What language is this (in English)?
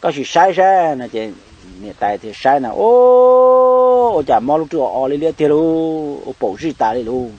Hmong